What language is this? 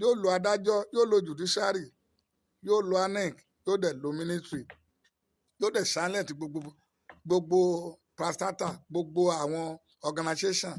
Yoruba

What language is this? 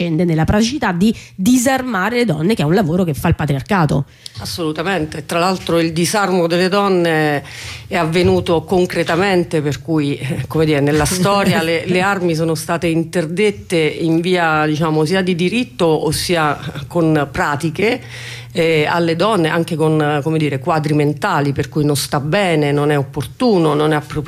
Italian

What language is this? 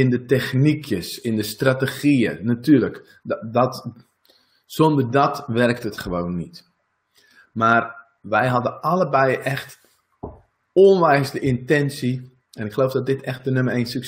Dutch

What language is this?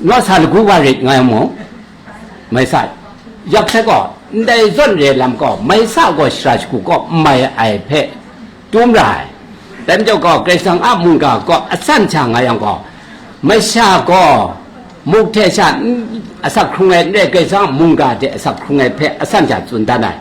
Kachin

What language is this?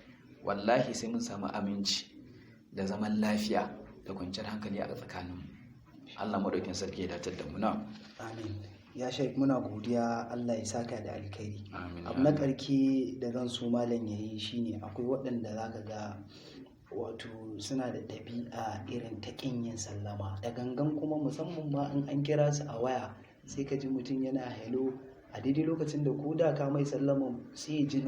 Hausa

